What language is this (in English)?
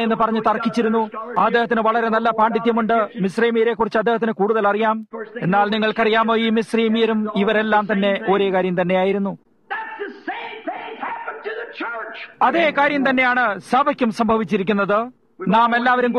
Malayalam